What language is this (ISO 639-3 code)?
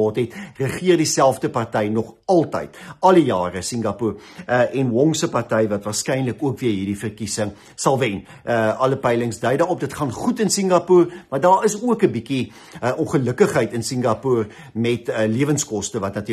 afr